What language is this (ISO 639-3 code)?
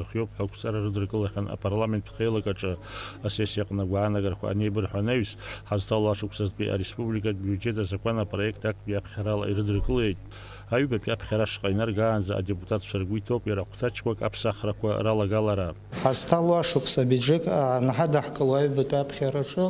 abk